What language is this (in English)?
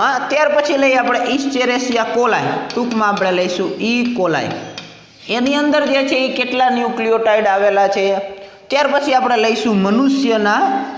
Gujarati